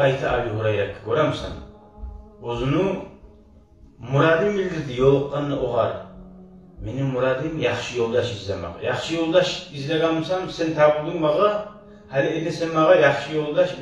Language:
Kumyk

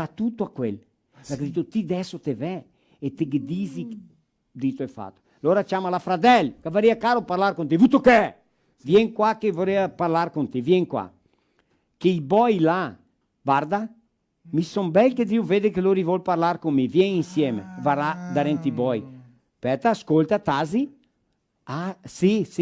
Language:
Venetian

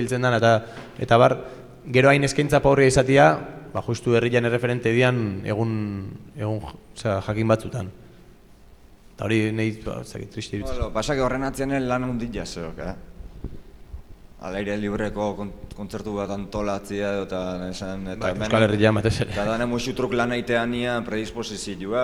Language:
Basque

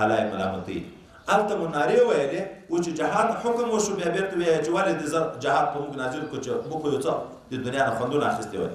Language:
Pashto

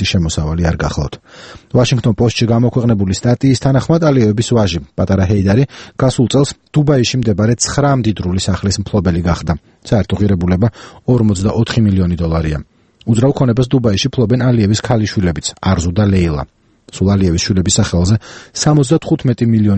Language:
Georgian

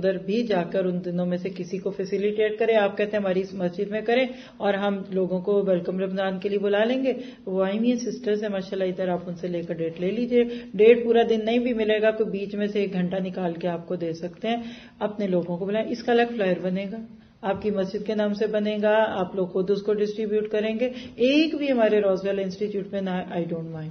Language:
Urdu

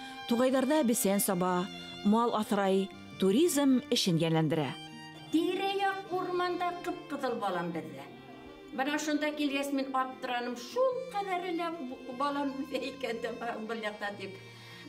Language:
Bashkir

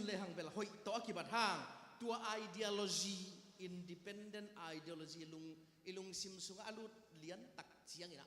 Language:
Tedim Chin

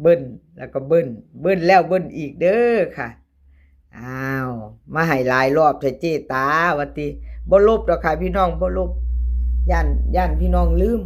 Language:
Northeastern Thai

